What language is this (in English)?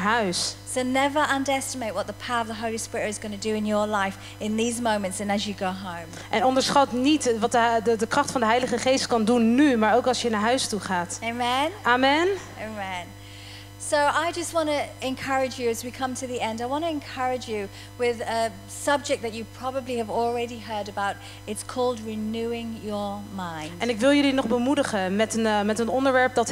Dutch